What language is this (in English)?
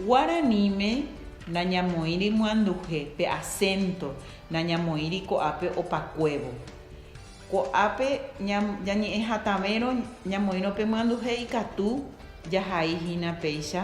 Guarani